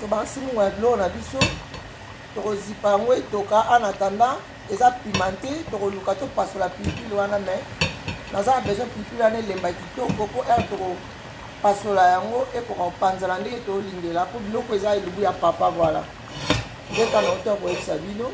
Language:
Lingala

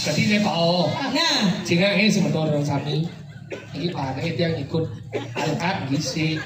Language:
Balinese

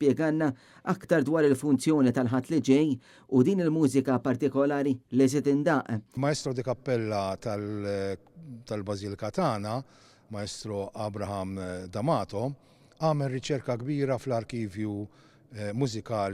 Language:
Maltese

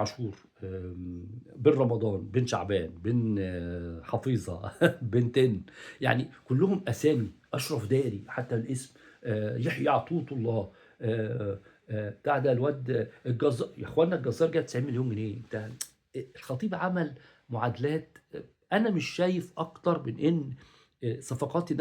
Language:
Egyptian Arabic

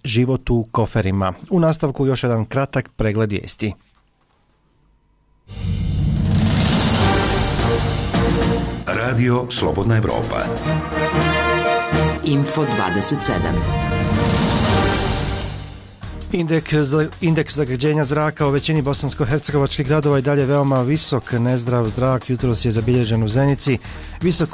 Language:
Bosnian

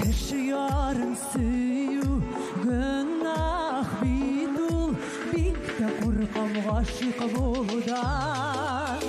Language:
Tatar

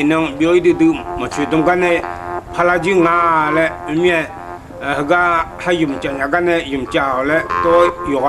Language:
Akha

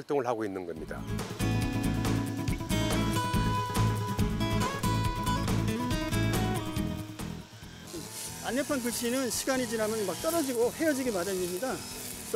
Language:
Korean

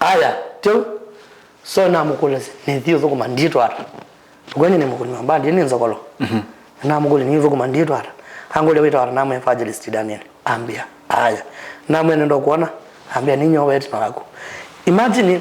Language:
Kamba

